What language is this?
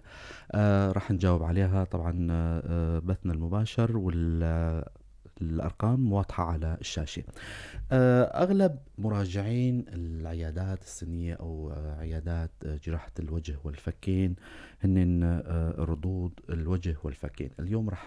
North Levantine Arabic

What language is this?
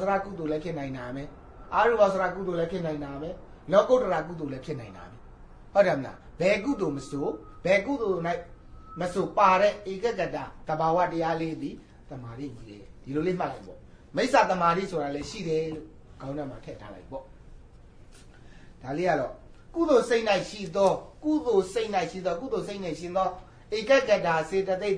Burmese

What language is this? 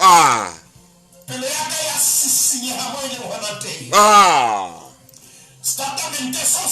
Southern Sotho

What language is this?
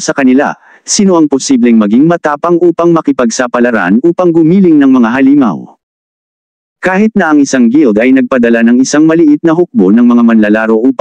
Filipino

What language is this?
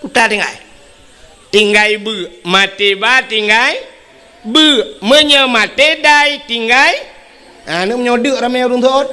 Achinese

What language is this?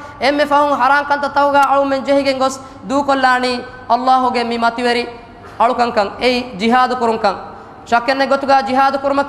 Divehi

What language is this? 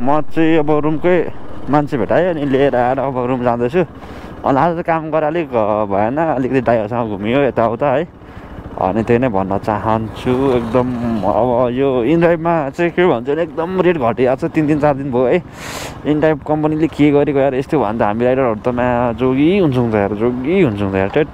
Nepali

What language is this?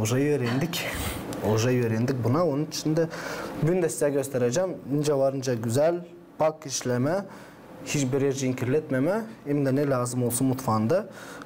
Gagauz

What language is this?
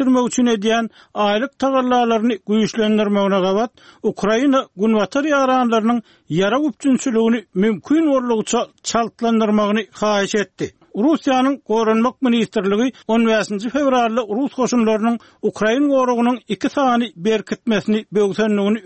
Turkmen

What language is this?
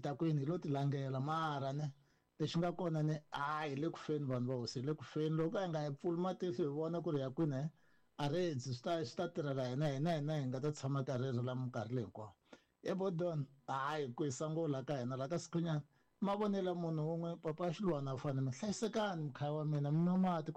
Tsonga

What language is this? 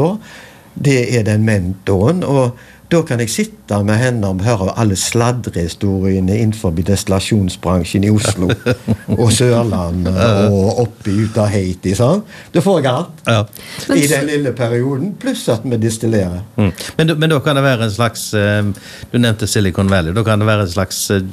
Norwegian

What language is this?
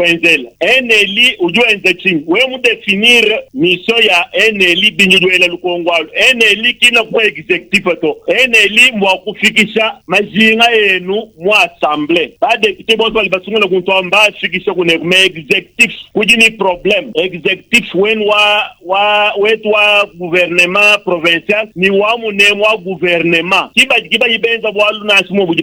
Luba-Lulua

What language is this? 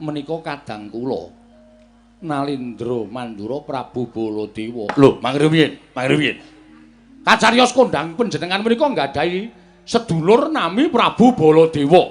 Javanese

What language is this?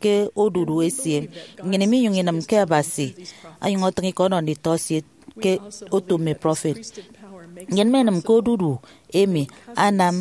Efik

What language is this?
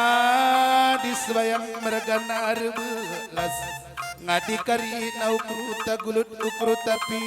Batak Karo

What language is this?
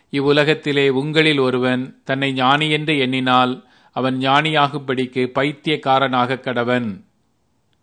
Tamil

